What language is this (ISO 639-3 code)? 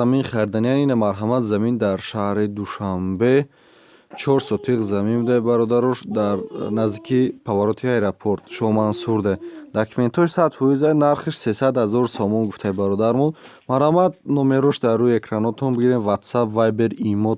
tgk